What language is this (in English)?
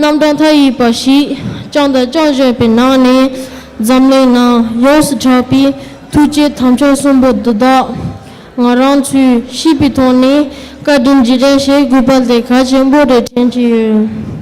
Tibetan